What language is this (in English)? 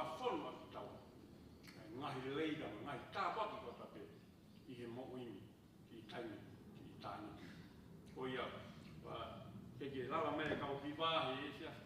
Tongan